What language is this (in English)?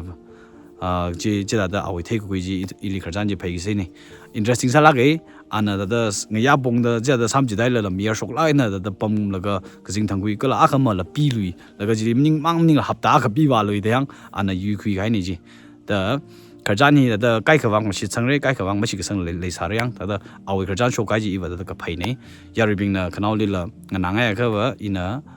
Tangkhul Naga (India)